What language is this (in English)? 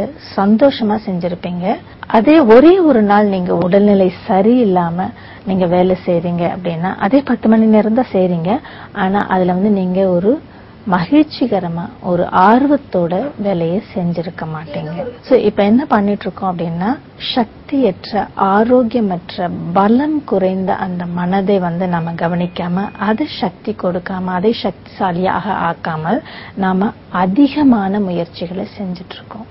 Tamil